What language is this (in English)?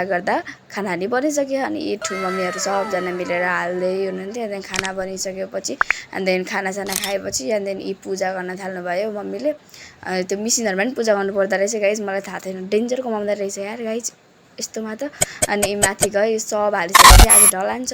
Nepali